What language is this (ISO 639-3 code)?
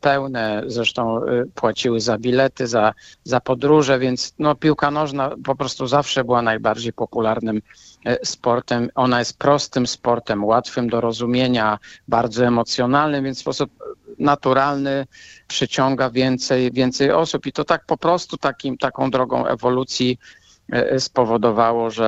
pol